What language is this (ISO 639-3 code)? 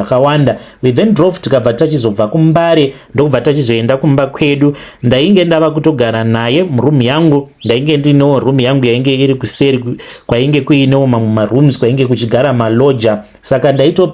sna